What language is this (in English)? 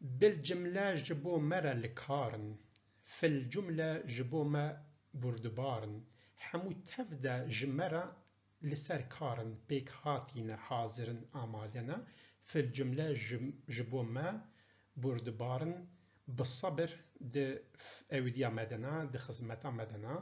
Kurdish